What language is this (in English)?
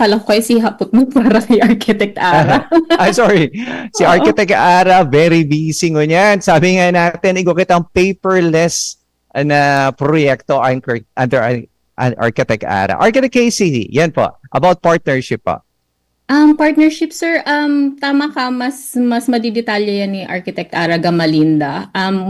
Bikol